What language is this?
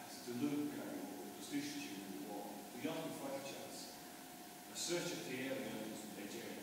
Faroese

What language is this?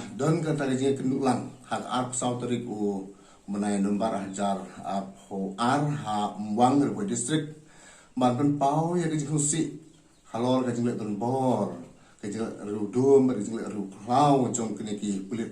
Khasi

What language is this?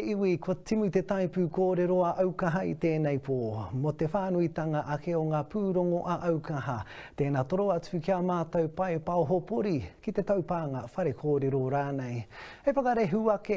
Māori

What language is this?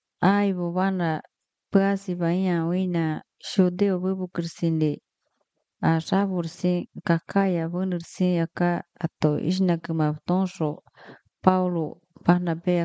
Serbian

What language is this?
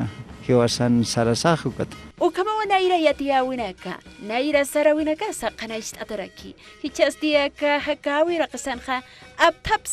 Aymara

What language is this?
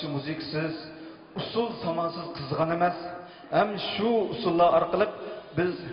Uyghur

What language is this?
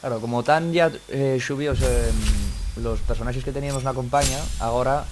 Asturian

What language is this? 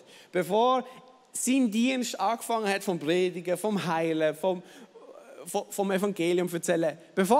Swiss German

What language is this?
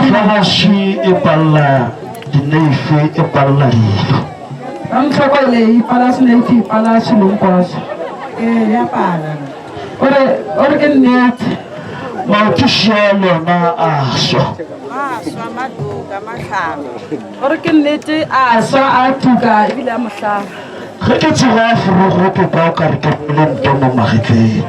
Northern Sotho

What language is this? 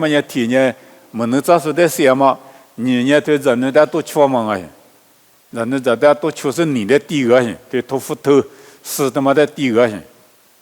Lisu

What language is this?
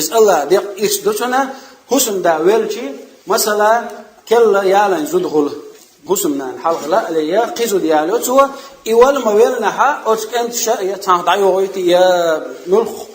Chechen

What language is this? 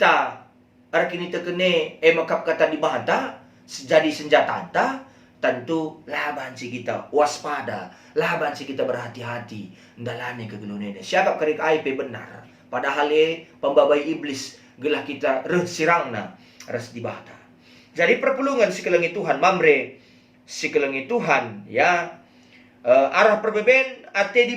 Batak Karo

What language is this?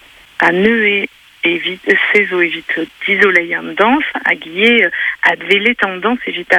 Breton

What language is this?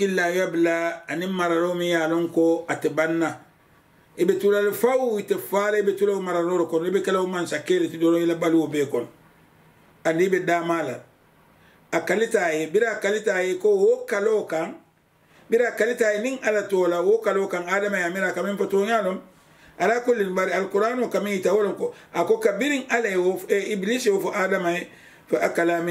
Mandingo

